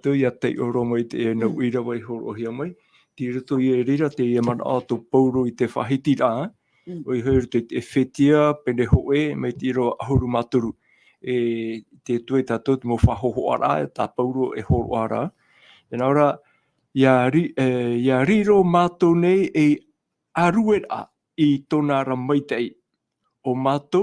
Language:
Tahitian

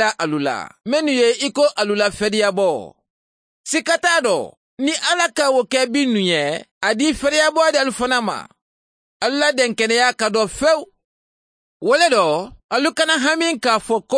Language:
Mandingo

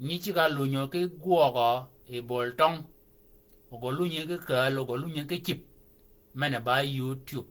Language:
Shilluk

